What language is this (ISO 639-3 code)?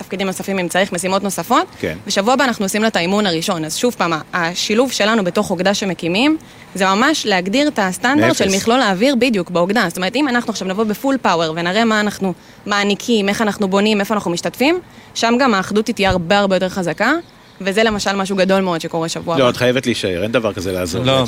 heb